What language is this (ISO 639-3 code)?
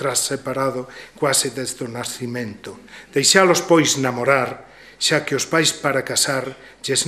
glg